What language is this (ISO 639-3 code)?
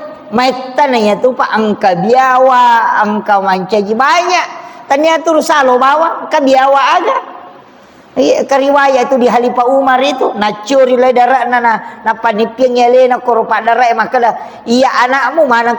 bug